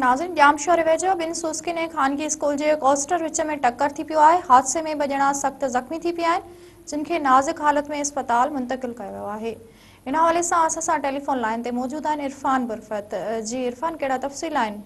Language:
Sindhi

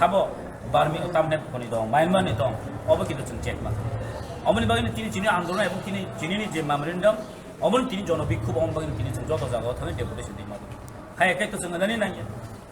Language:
Kok Borok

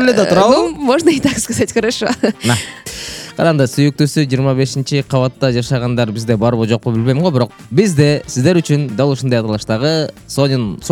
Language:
Kyrgyz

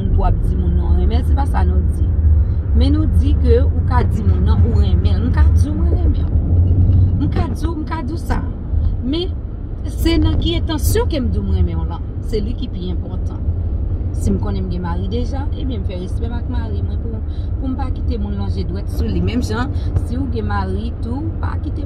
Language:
Haitian Creole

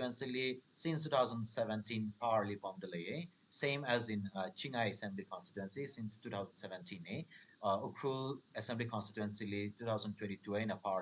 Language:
Tangkhul Naga (India)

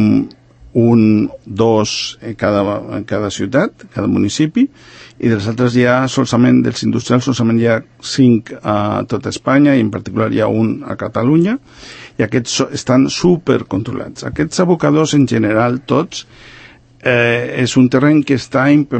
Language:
Catalan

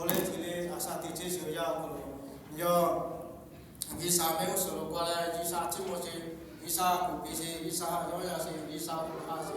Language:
Lahu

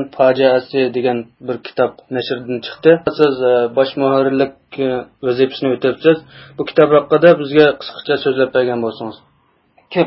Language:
Uyghur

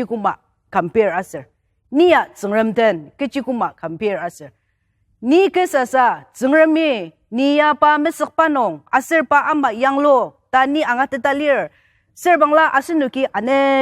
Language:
Ao Naga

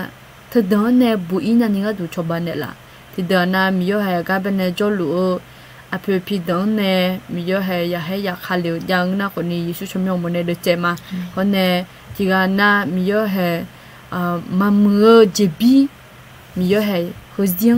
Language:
Akha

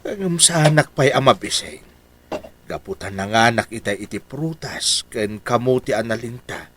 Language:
Iloko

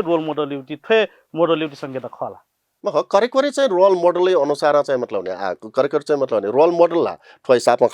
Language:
Newari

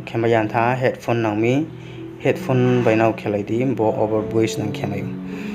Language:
Riang (India)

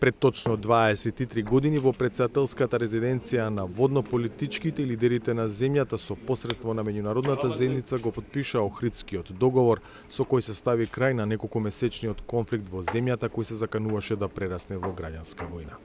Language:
Macedonian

